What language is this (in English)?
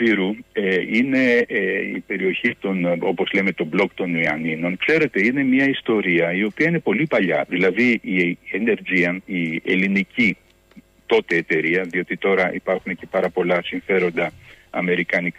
Greek